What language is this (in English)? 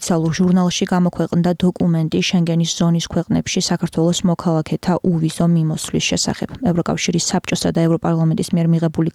Georgian